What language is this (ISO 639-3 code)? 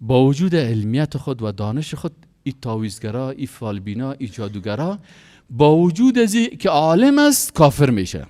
fas